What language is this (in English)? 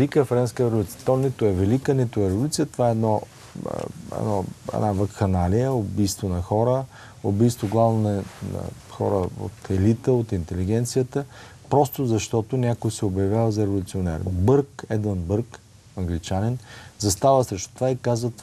Bulgarian